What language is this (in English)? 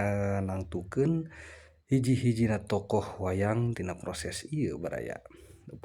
Sundanese